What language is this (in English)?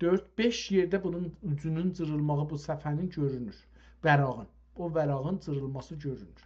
South Azerbaijani